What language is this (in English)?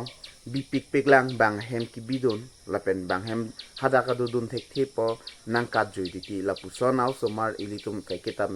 Karbi